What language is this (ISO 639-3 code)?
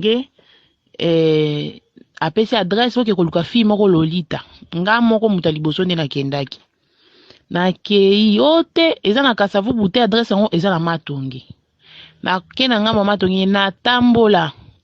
lin